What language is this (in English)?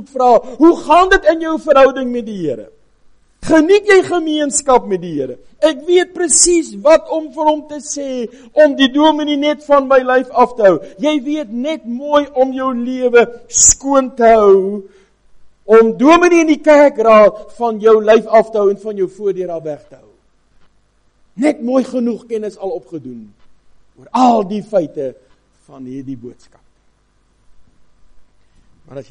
Afrikaans